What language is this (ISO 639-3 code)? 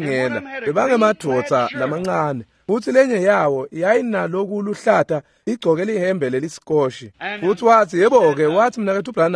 ssw